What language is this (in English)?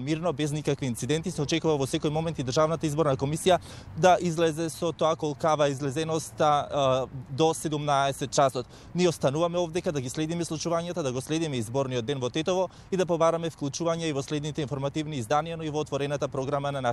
Macedonian